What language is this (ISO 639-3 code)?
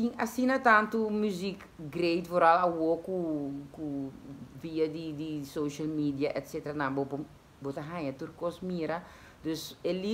pap